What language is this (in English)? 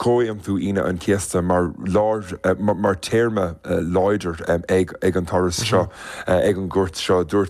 Irish